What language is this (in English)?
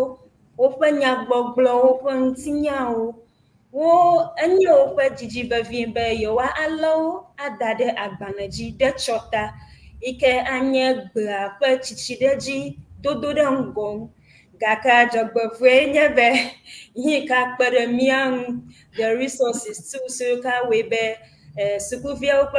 Ewe